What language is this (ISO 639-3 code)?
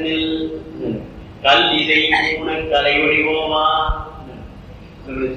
tam